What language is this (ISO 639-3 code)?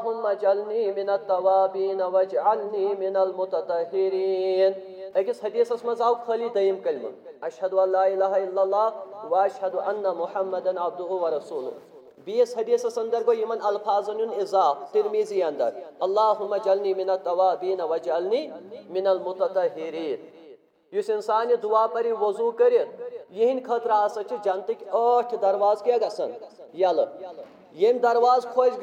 kas